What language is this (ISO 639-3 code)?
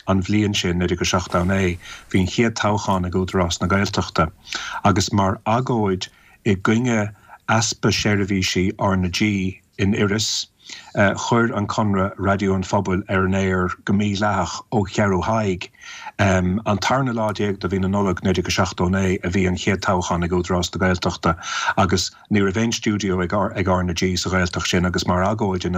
gle